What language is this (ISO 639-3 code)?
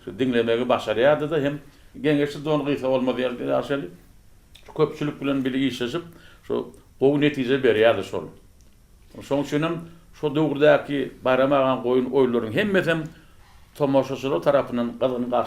tuk